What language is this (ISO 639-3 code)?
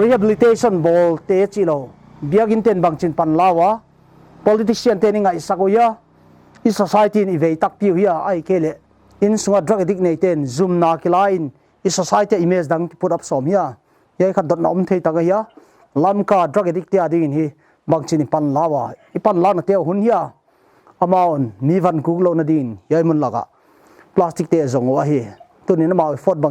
pck